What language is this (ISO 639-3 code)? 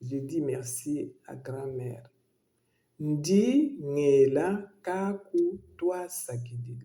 lua